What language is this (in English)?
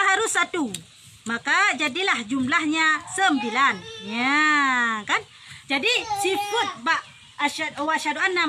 Achinese